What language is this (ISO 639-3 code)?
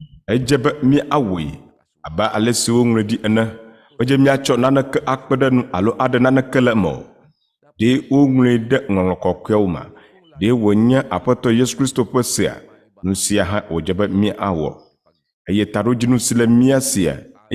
ewe